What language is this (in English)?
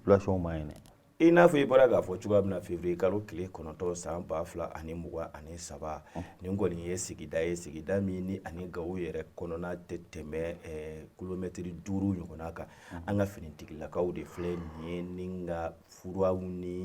Bambara